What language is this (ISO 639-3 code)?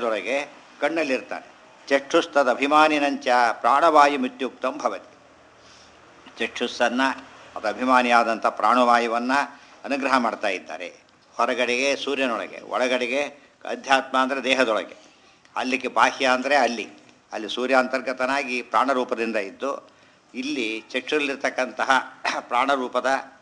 kan